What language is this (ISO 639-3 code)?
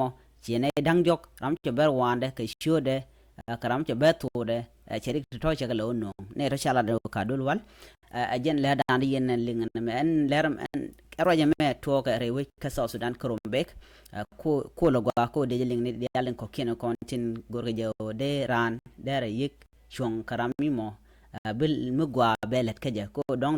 nus